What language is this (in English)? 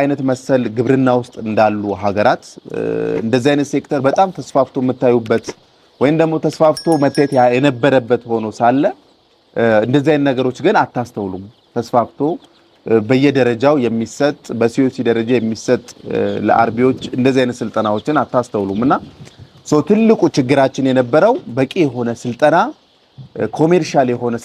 Amharic